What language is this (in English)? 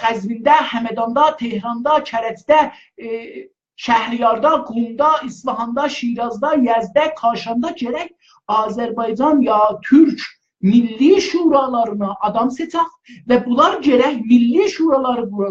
South Azerbaijani